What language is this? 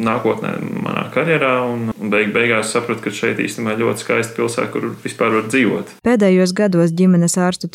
Latvian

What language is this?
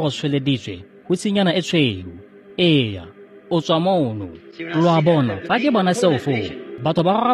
Tswana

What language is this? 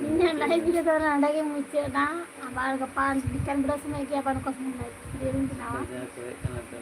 Santali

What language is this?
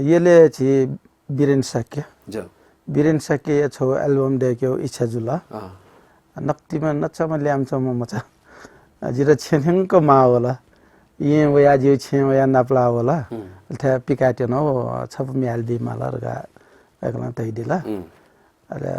Newari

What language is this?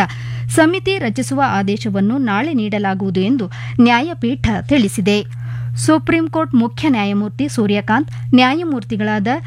Kannada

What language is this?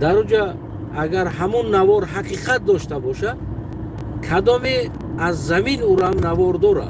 Tajik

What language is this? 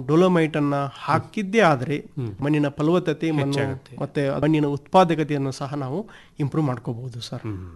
Kannada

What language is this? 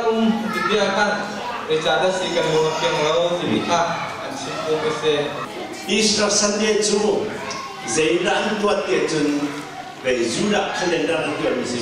Hakha Chin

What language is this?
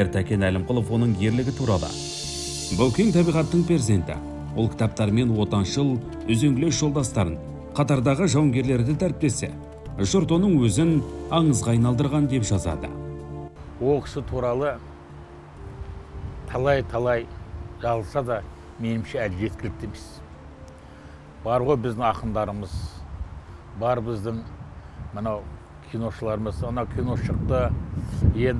Kazakh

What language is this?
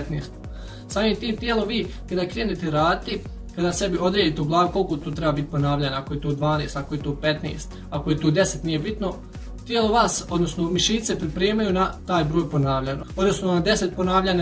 Bosnian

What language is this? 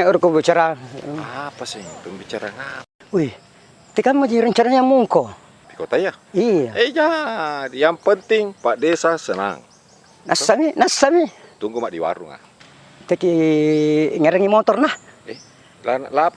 Makassar Malay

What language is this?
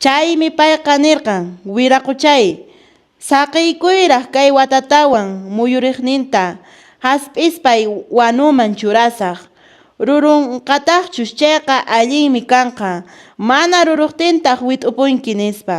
Quechua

